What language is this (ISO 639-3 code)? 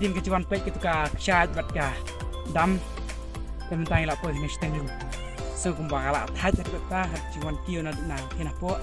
kha